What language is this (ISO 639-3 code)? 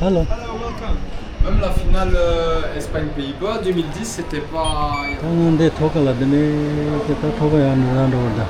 bod